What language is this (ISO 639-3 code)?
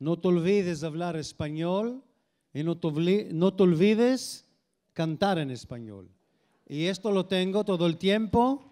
lad